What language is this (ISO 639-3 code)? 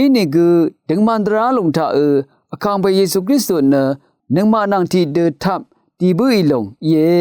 raw